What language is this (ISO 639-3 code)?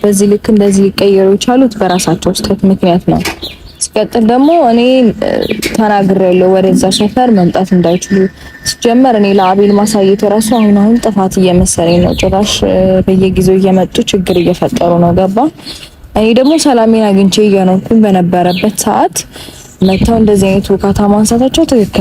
amh